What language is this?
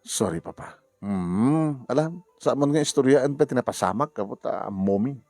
Iloko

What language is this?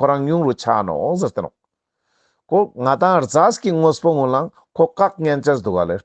Ladakhi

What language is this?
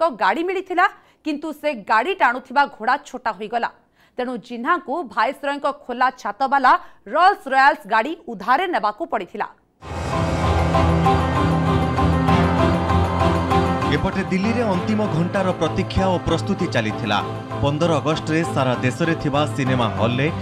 Odia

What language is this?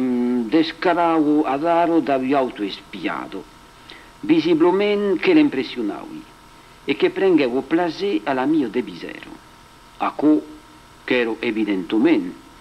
Occitan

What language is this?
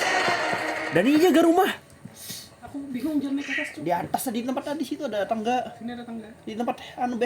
Banjar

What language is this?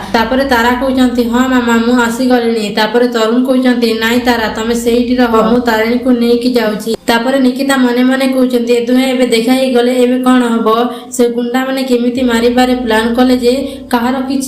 Odia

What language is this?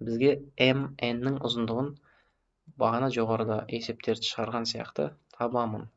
Kazakh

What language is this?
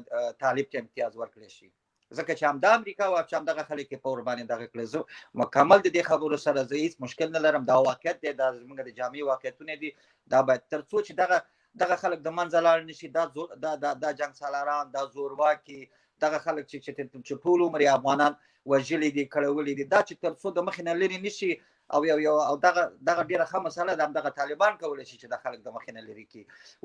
Pashto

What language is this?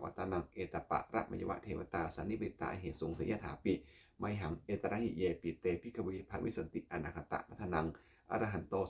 Pali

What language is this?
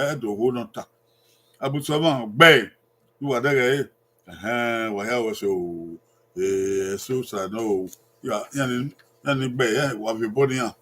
Bini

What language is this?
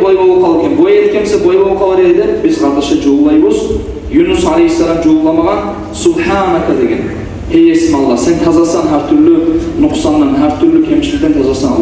Kumyk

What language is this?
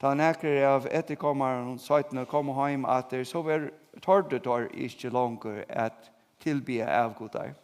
Faroese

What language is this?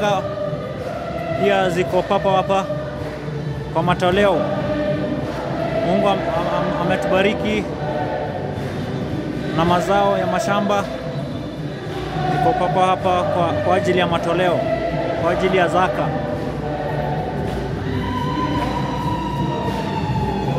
Swahili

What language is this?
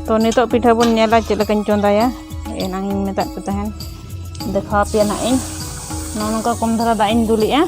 Santali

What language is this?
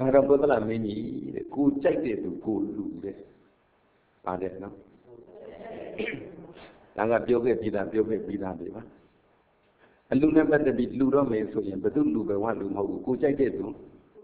Burmese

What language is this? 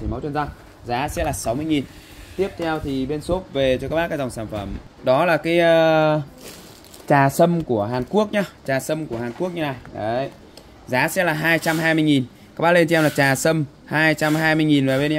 Vietnamese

